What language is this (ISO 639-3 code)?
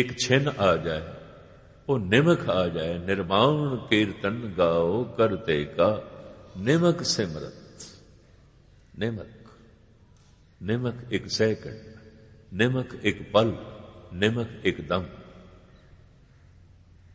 pan